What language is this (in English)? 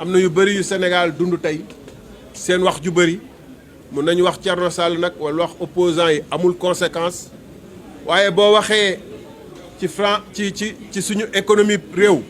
Wolof